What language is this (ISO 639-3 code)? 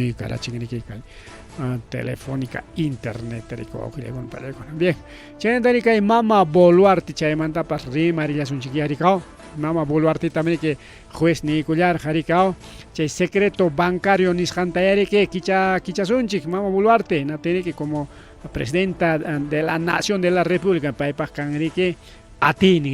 quy